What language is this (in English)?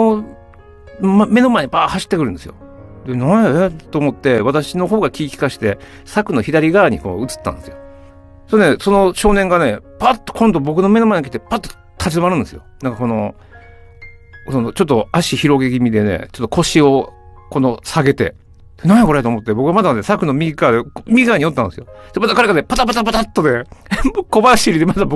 Japanese